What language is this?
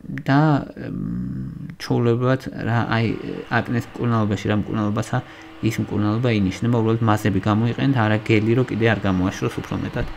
Georgian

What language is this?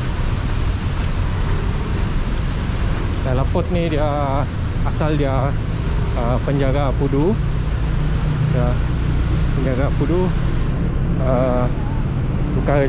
Malay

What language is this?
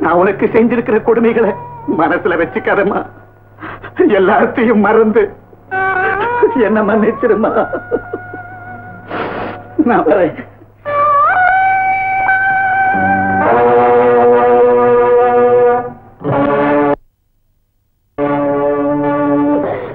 Tamil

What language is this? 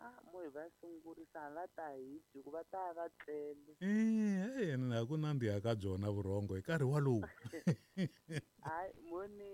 Tsonga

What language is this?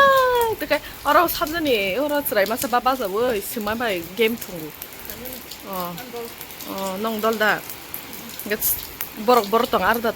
Kok Borok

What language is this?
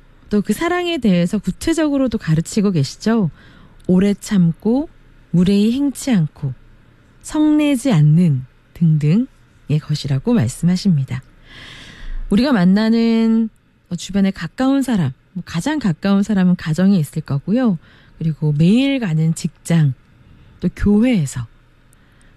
Korean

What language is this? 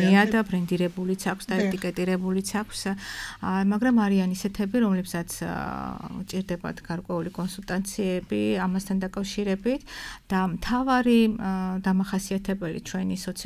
Georgian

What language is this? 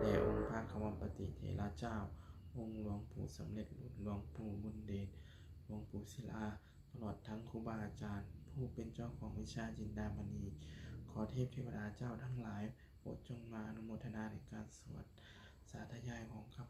Lao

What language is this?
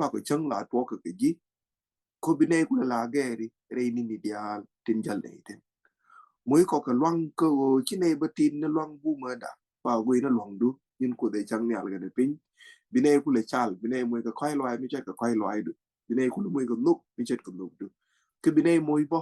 Nuer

